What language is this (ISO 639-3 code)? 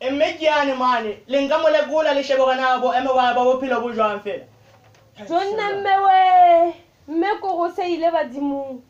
sot